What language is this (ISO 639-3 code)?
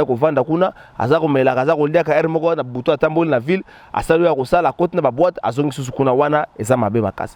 lin